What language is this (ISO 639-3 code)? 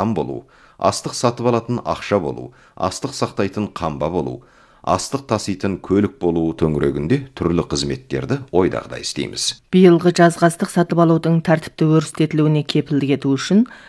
kaz